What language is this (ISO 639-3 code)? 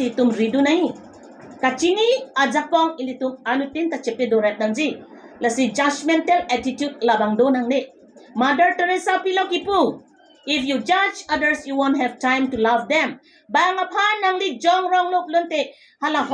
mjw